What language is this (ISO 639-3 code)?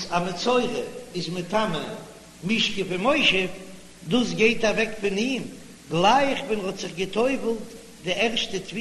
yid